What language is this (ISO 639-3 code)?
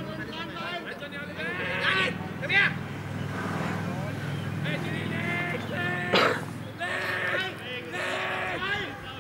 deu